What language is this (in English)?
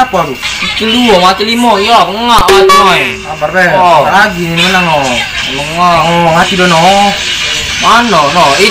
Musi